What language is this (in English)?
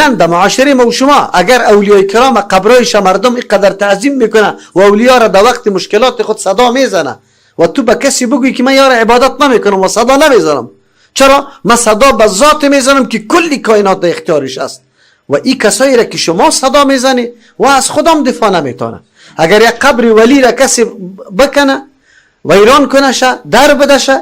Persian